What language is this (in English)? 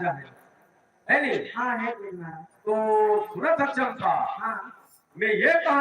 Chhattisgarhi